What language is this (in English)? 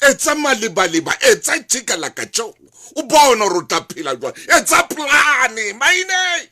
Southern Sotho